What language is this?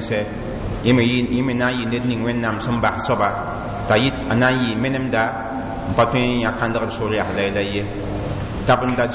Mossi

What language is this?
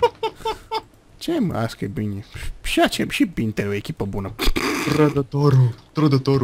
Romanian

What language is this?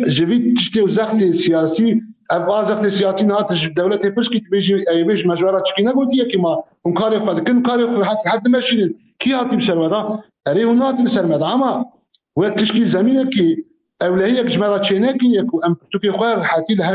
Kurdish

